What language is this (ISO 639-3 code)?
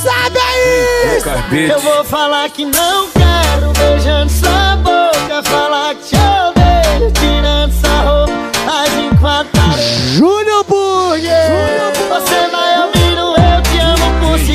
por